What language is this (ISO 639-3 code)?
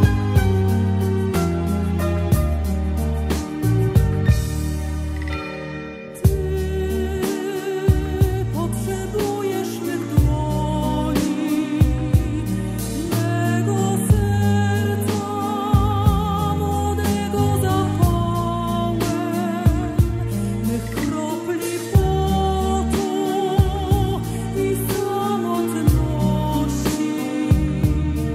pol